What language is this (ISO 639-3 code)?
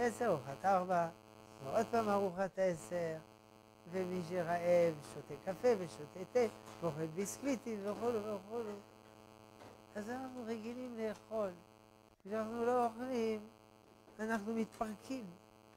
heb